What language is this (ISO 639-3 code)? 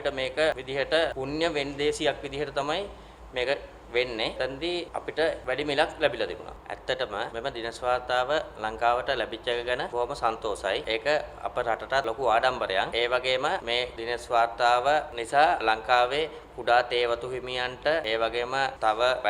sin